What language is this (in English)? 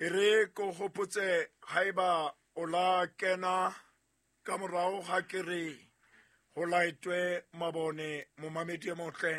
Southern Sotho